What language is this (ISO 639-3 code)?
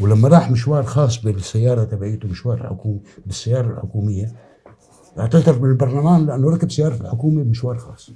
apc